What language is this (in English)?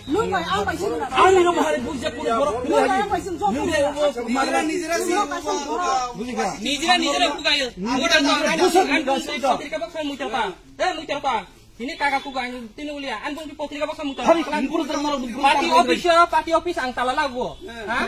Kok Borok